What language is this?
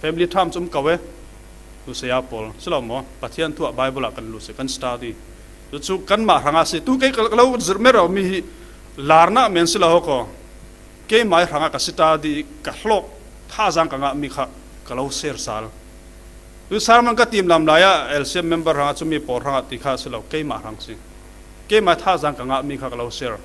Falam Chin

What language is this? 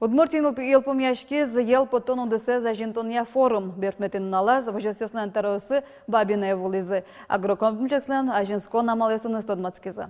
Udmurt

